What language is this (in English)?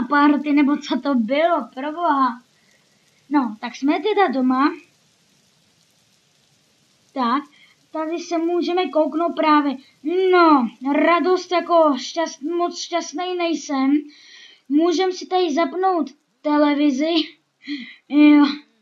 Czech